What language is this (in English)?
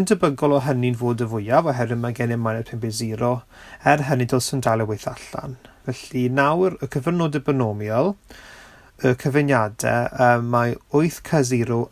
Welsh